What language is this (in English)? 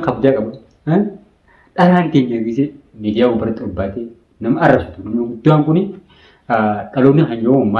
Oromo